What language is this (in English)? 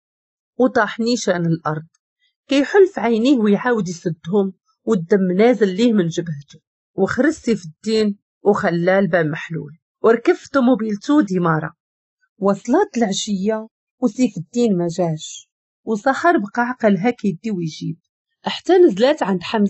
Moroccan Arabic